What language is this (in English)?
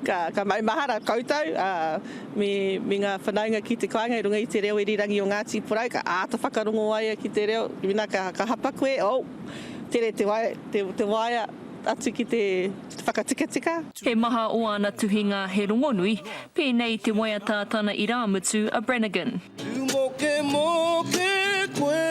Māori